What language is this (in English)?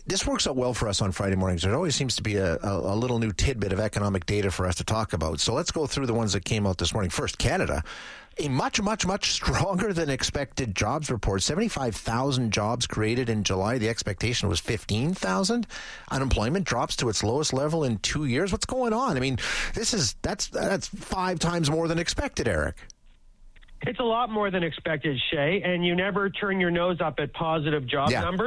English